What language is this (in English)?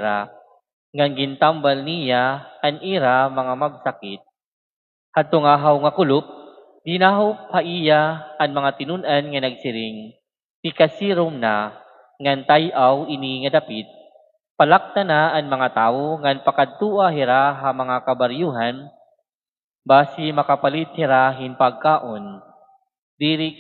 Waray